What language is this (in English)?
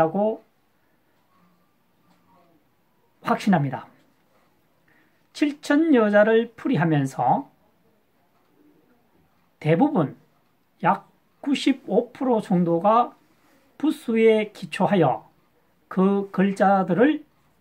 Korean